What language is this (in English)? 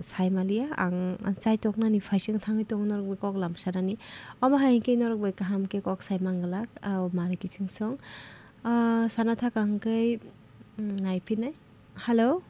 Kok Borok